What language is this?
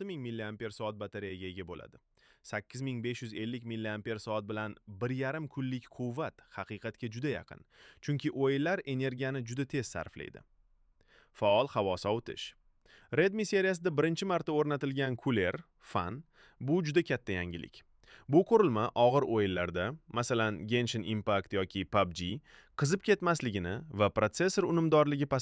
Uzbek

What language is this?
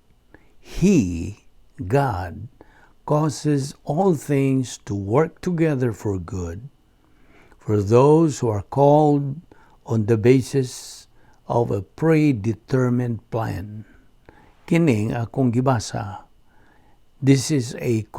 Cebuano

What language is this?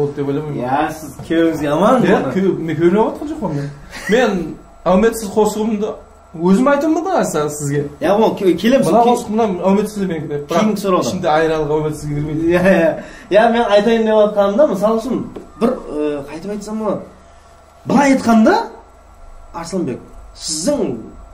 Kara-Kalpak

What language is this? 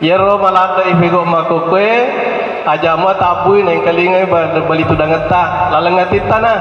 Buginese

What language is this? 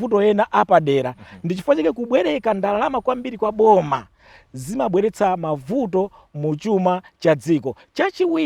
Nyanja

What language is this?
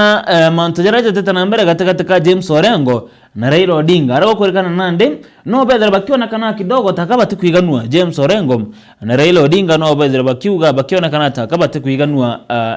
Meru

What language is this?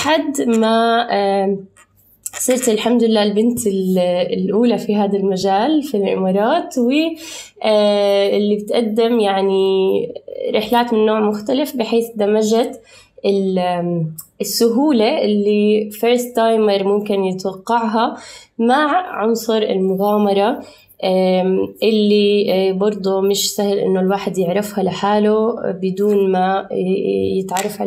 North Levantine Arabic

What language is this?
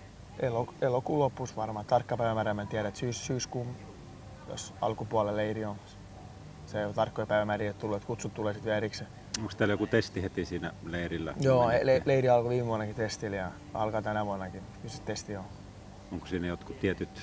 Finnish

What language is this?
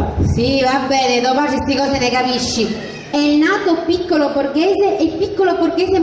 Sicilian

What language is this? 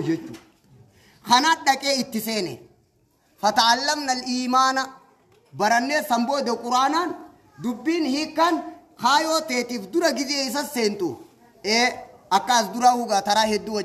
Oromo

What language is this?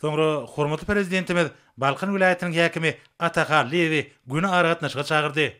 Turkmen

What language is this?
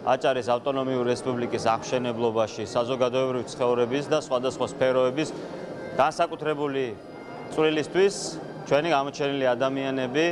Georgian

